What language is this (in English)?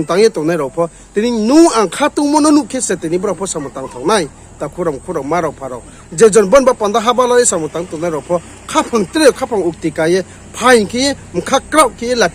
Riang (India)